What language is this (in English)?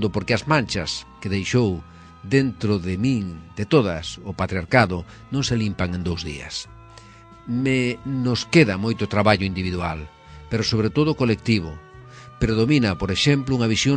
Galician